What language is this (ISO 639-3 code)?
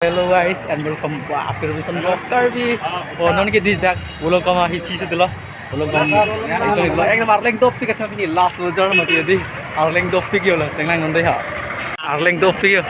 mjw